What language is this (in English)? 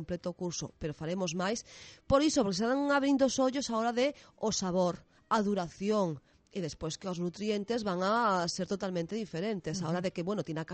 Galician